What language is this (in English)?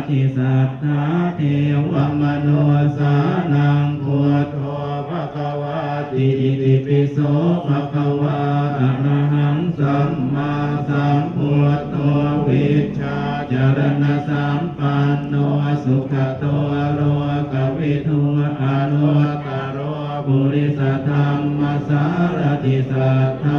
Pali